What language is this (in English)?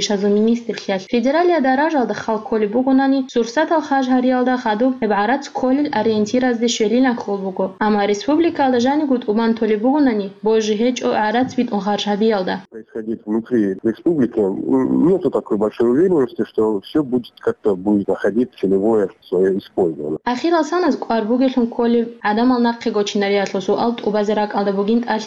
Avaric